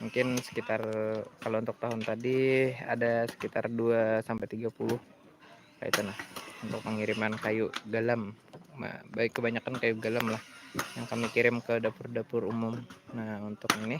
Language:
Banjar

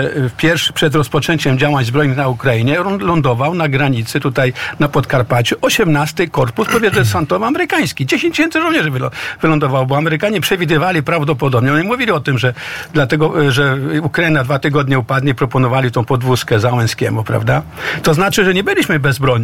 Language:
Polish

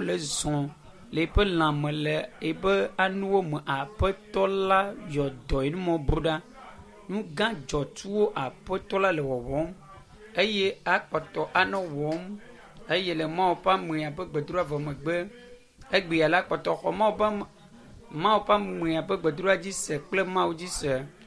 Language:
Ewe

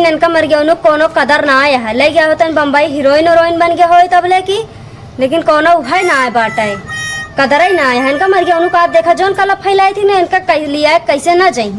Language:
Awadhi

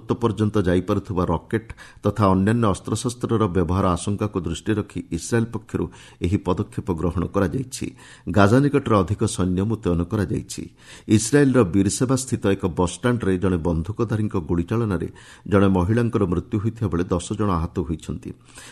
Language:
Odia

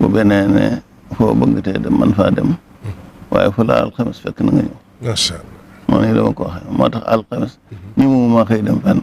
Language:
Wolof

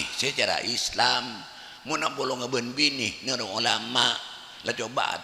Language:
Madurese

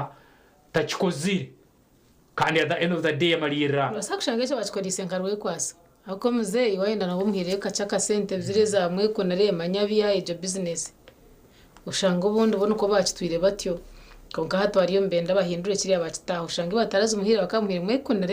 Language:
Nyankole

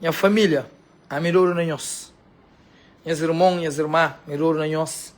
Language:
Kabuverdianu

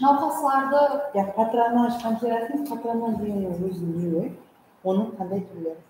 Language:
Kara-Kalpak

